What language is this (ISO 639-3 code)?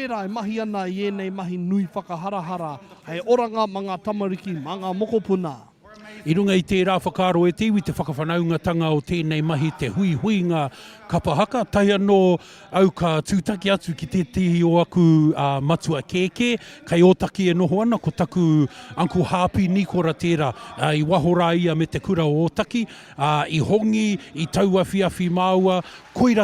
mri